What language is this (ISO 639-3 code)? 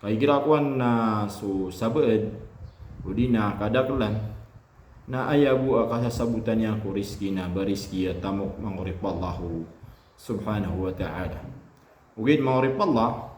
mrw